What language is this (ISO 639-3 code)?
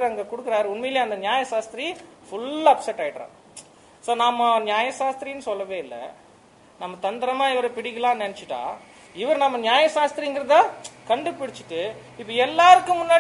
tam